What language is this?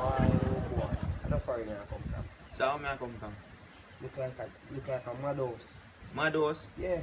Jamaican Creole English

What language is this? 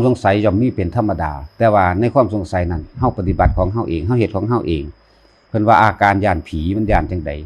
Lao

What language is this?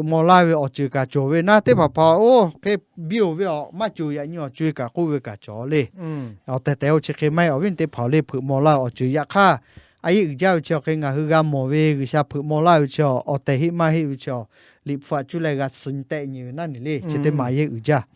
Lahu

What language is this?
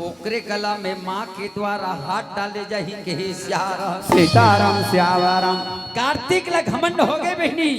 Chhattisgarhi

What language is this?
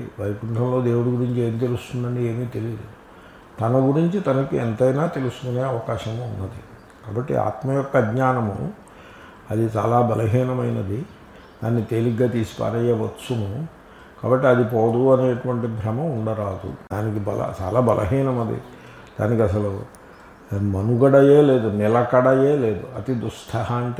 Telugu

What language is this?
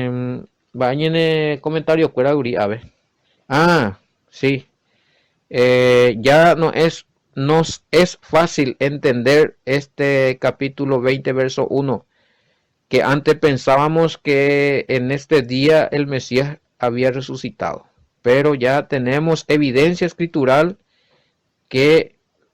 Guarani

